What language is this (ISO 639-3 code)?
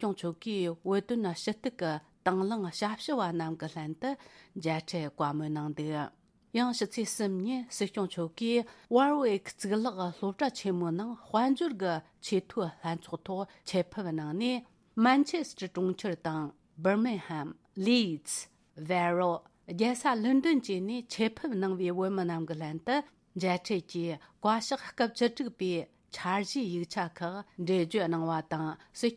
bod